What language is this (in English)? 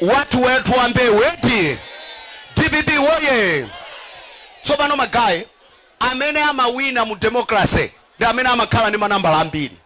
Nyanja